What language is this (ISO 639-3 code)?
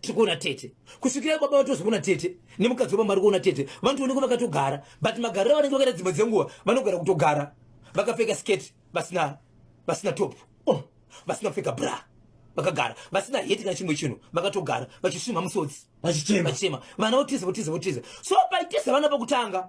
sna